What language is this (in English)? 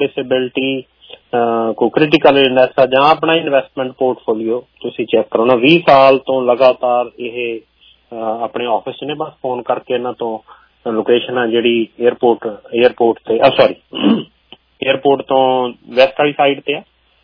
Punjabi